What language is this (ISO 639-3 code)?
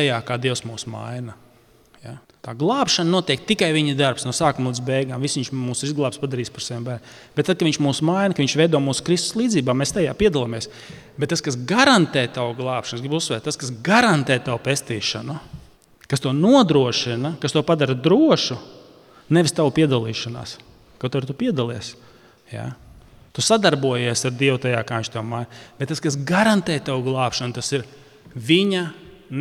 lav